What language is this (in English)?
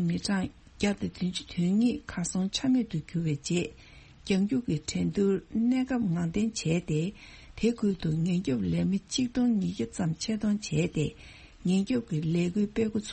Tibetan